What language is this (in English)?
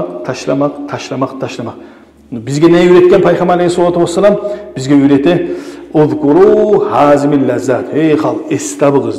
Kumyk